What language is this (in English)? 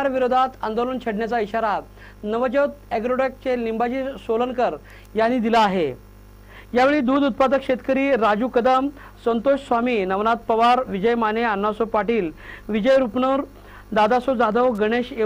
Marathi